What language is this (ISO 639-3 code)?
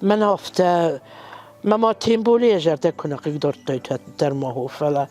oss